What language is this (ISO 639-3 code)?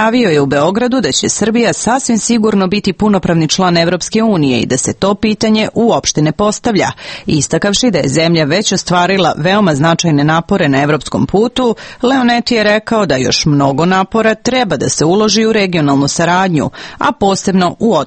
srp